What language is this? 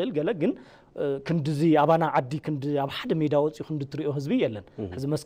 Tigrinya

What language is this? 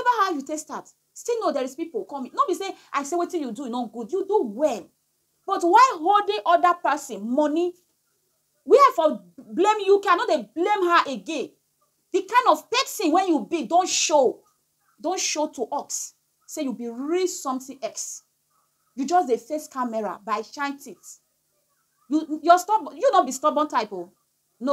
Nigerian Pidgin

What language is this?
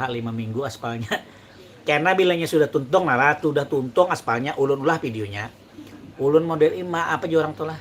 Banjar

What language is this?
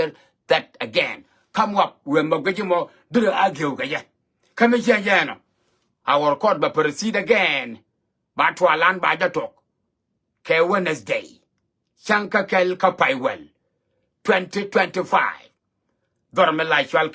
Nuer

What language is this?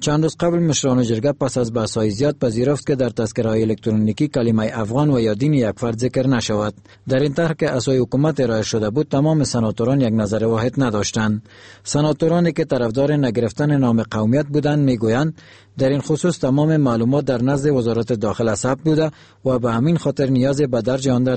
Persian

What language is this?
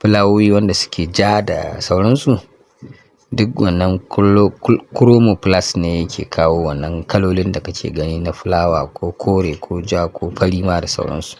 Hausa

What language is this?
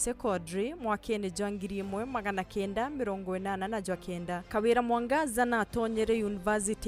Meru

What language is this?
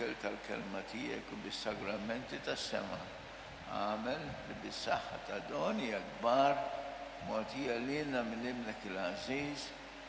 Maltese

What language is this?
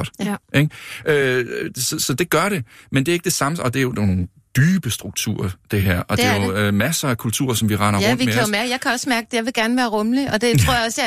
Danish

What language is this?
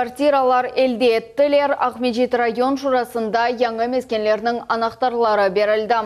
Crimean Tatar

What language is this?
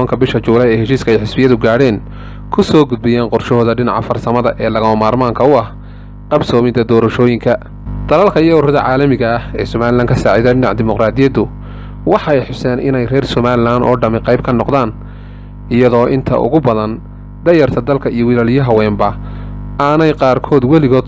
Somali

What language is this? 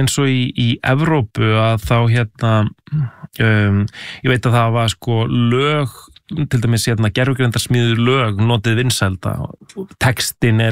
Icelandic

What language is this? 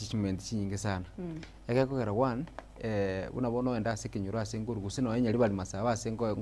Gusii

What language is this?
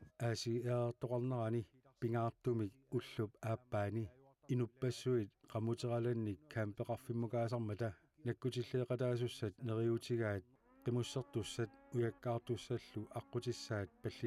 Kalaallisut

